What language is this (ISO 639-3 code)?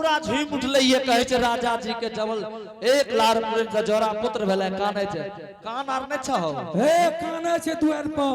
anp